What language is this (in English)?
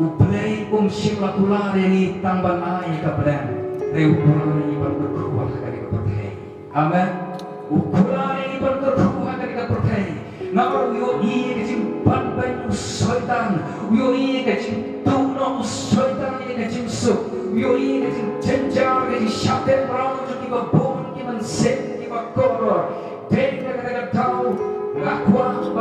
Khasi